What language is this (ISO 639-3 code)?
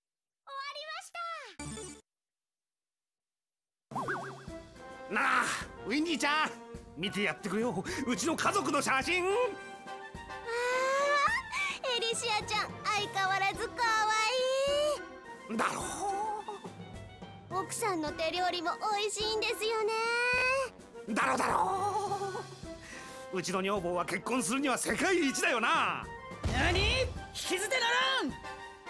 jpn